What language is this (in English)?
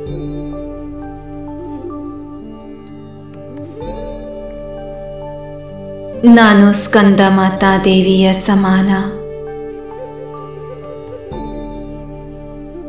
Kannada